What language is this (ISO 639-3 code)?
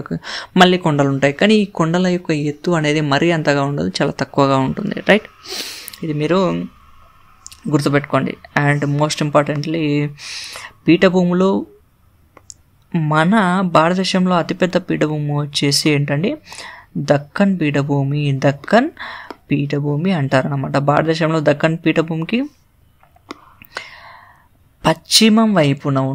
tel